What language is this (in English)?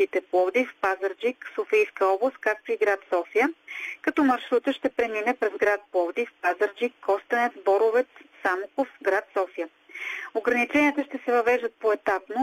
Bulgarian